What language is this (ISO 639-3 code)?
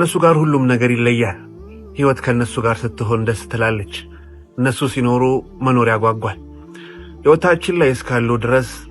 amh